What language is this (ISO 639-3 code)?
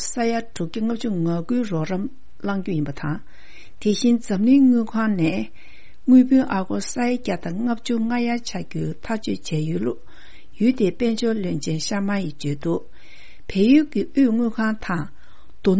bod